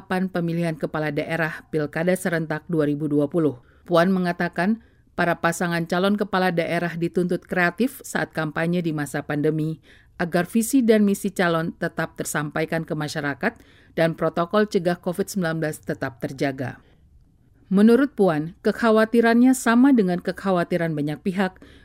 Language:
Indonesian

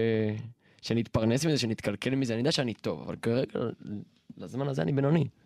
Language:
Hebrew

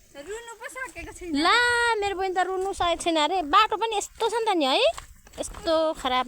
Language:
Nepali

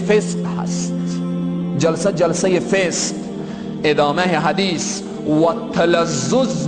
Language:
Persian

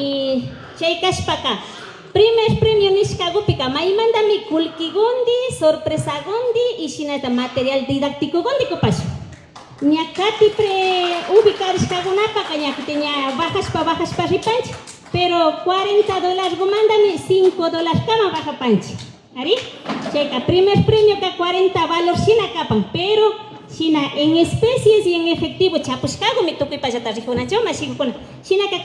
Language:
Imbabura Highland Quichua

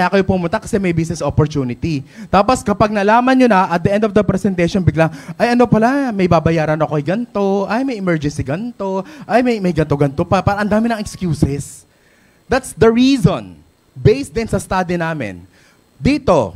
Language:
Filipino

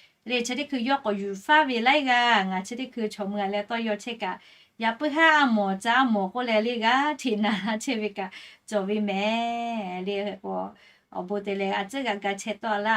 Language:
Lahu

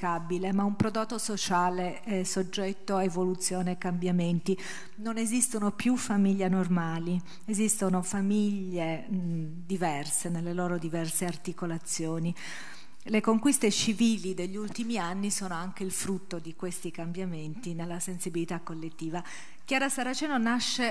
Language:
Italian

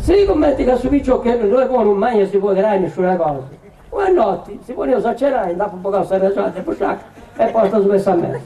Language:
Sardinian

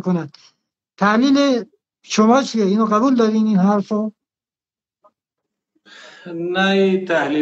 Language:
Persian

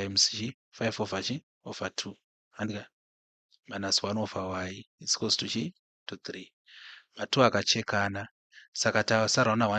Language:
Shona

